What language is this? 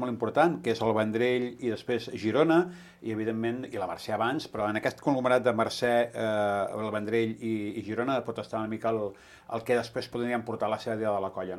Catalan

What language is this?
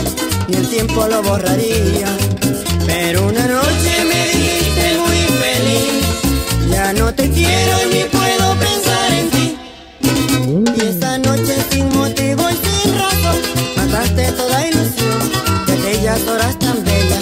Spanish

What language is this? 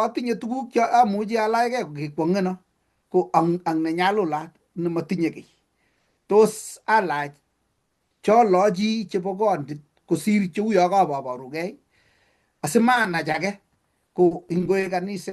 Kalenjin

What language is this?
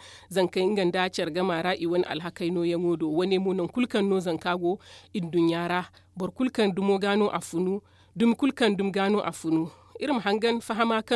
Zarma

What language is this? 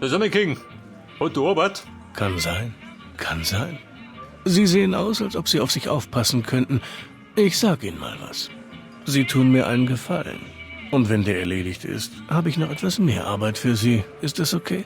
Bavarian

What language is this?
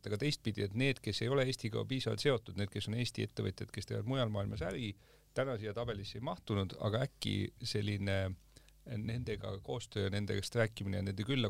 Estonian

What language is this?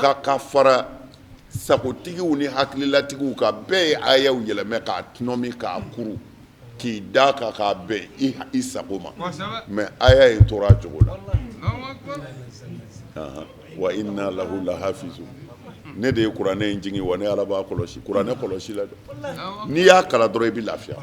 Bambara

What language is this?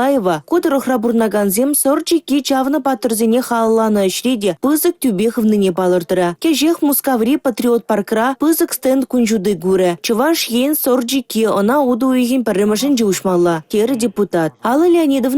Chuvash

